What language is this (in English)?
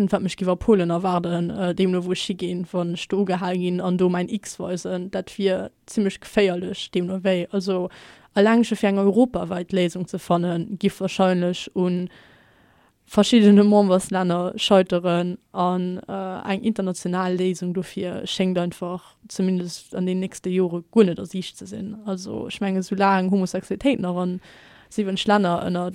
Luxembourgish